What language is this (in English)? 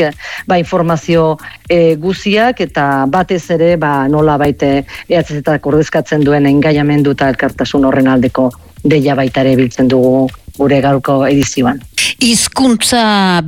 Basque